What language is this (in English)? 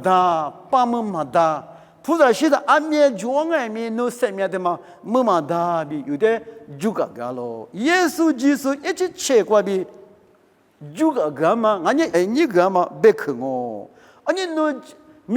Lisu